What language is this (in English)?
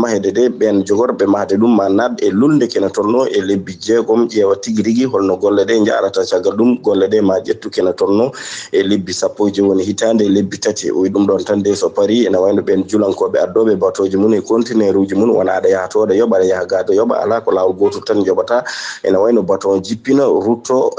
Fula